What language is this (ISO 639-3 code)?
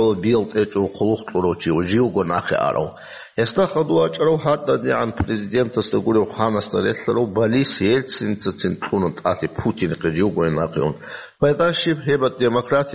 ava